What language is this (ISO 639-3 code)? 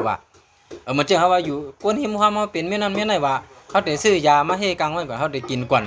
shn